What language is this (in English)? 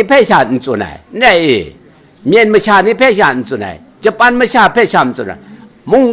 Kachin